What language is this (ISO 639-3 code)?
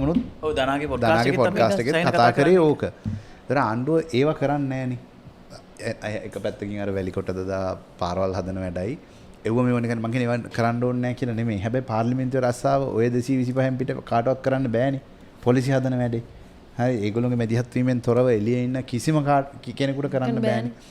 sin